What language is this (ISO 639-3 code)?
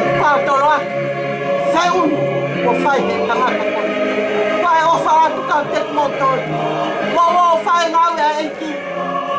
ton